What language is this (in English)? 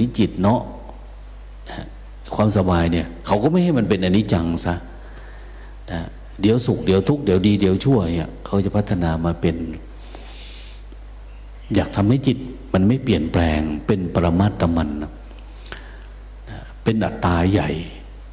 Thai